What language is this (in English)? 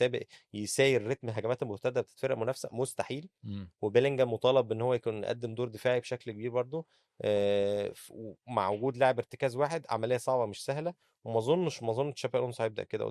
Egyptian Arabic